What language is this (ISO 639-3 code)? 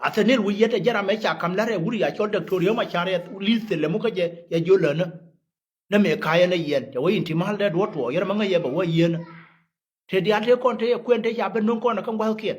nus